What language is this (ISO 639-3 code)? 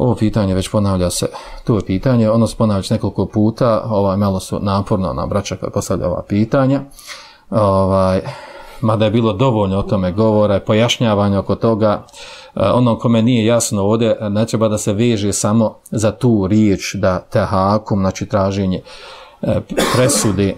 bos